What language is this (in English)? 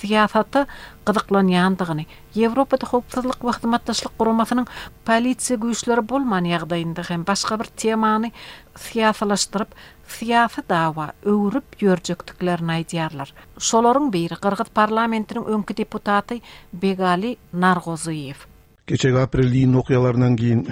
Turkmen